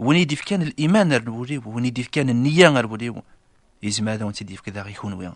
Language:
Kabyle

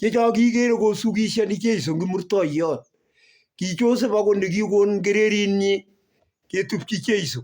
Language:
Kalenjin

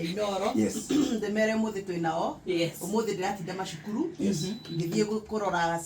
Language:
Kikuyu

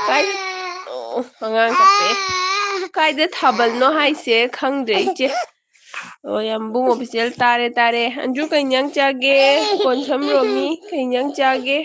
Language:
Manipuri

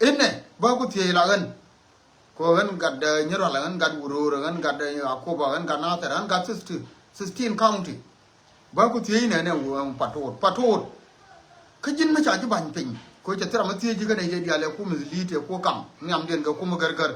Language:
Nuer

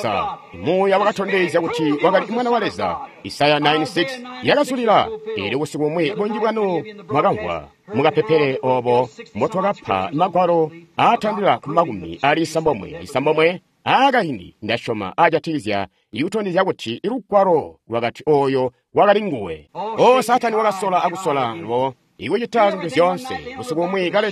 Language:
Tonga (Zambia)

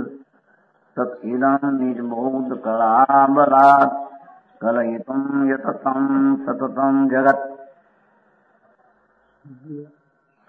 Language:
Gujarati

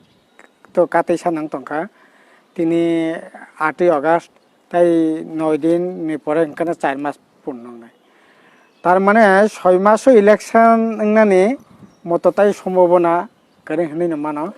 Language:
Kok Borok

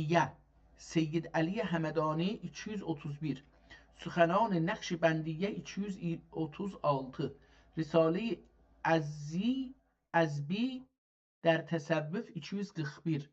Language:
South Azerbaijani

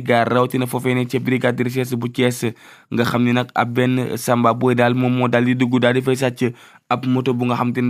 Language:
Wolof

